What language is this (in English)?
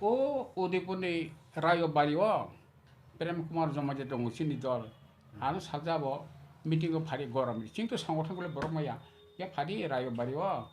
Kok Borok